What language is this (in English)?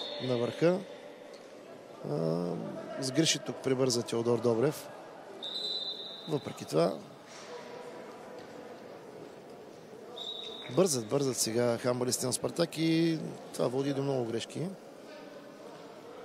Bulgarian